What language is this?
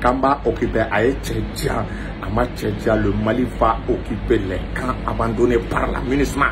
Bambara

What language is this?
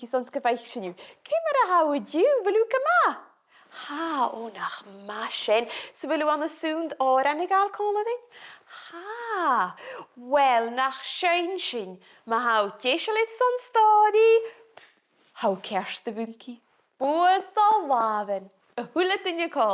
Scottish Gaelic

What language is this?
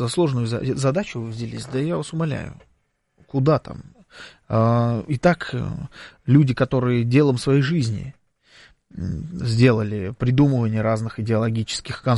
Russian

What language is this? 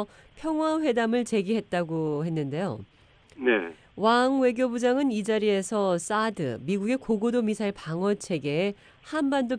Korean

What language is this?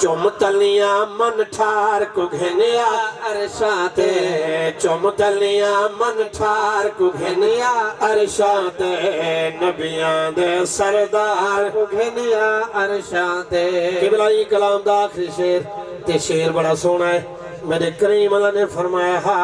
Saraiki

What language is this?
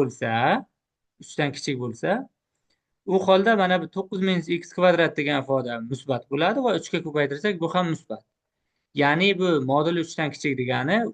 Uzbek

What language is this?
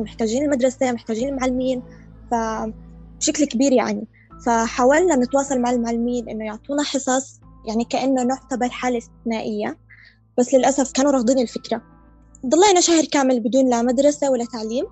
North Levantine Arabic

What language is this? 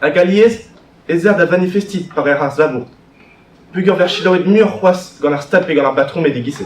Breton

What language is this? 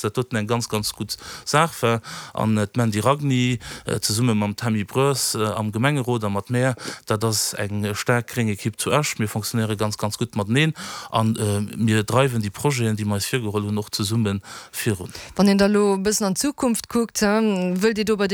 Luxembourgish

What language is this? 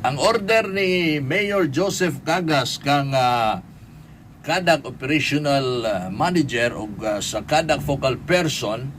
Cebuano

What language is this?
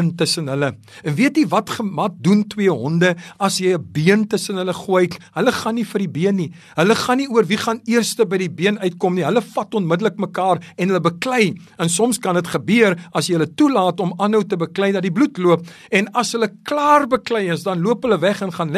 Afrikaans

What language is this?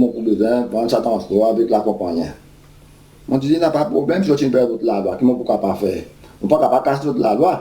Seselwa Creole French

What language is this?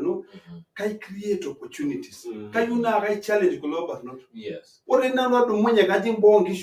Masai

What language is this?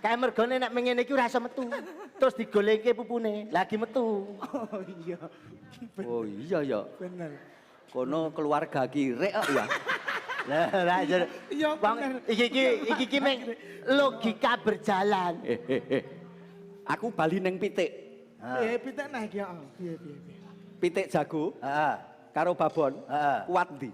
Javanese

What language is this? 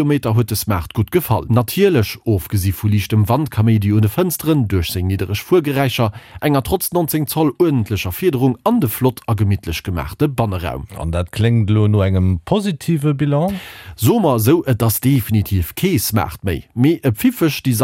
Luxembourgish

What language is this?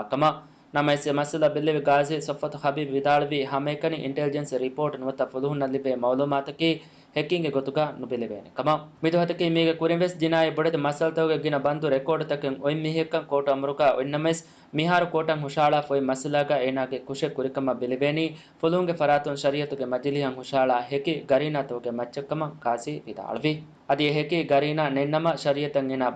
Divehi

